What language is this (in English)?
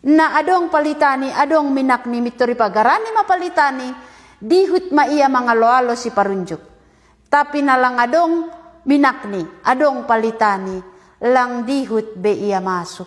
Batak Simalungun